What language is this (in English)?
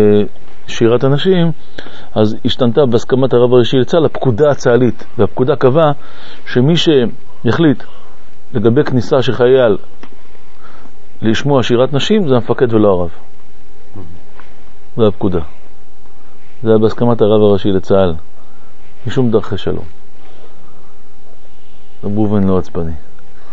Hebrew